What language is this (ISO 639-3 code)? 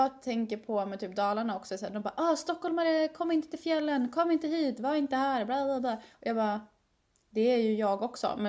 swe